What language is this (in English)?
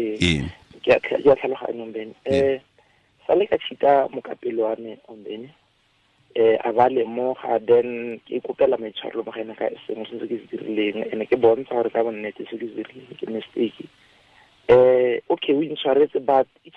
Tswana